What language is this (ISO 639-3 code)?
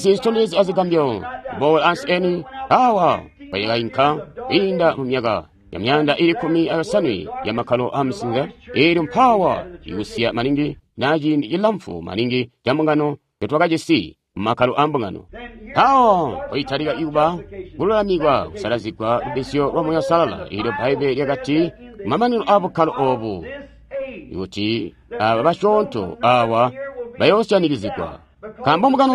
toi